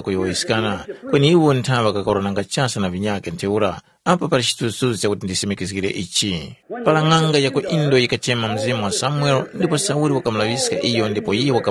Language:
Tumbuka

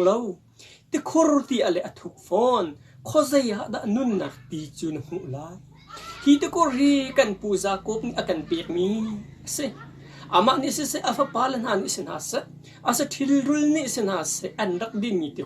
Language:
Hakha Chin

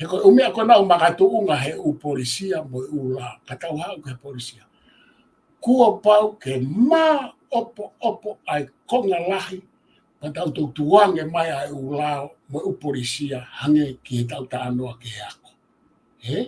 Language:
Tongan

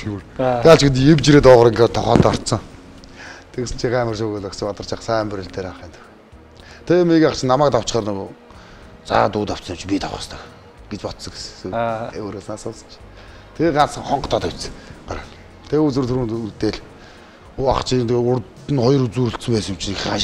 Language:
Mongolian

